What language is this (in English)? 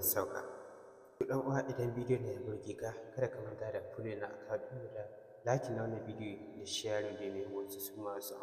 Hausa